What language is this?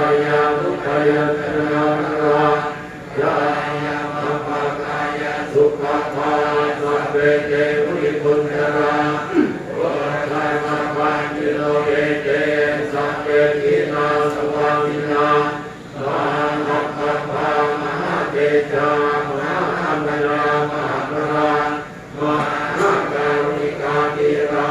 Pali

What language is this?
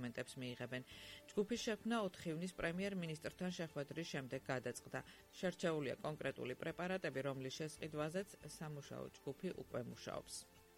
Georgian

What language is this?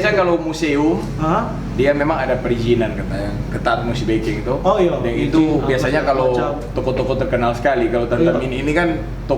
Manado Malay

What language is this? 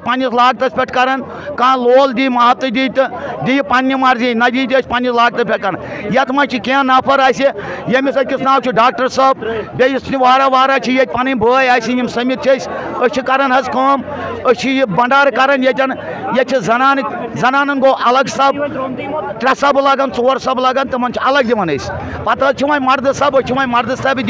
Kashmiri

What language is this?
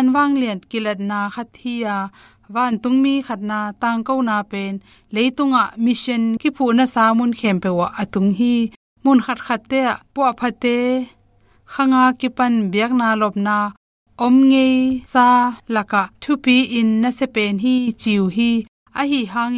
Tedim Chin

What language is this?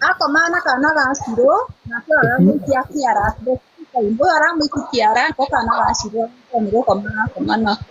Kikuyu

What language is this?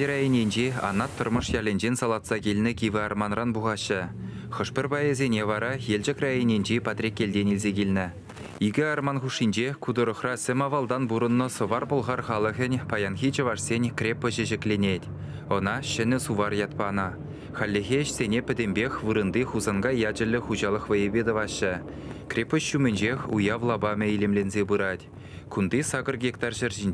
Chuvash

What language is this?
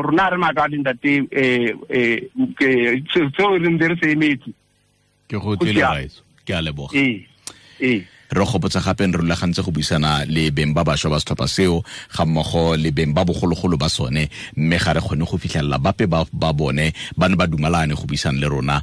Tswana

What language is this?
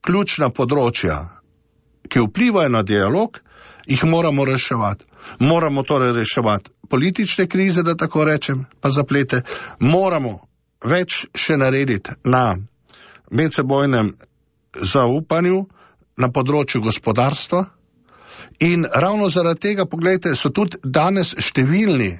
Slovenian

